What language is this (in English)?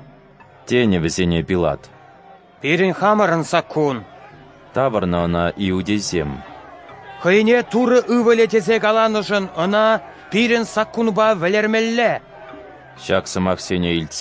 Chuvash